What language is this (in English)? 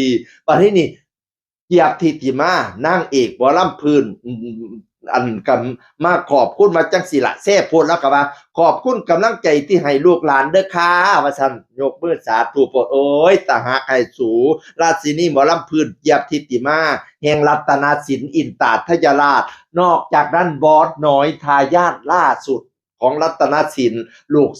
Northeastern Thai